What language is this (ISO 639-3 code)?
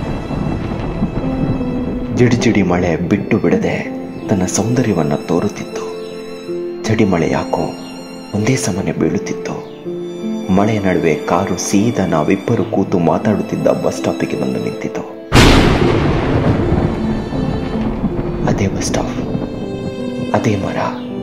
kan